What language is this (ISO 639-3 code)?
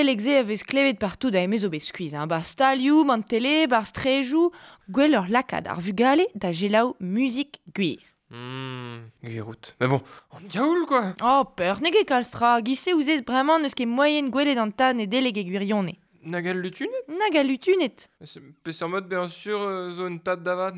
bre